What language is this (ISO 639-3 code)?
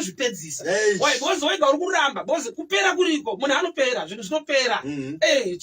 sna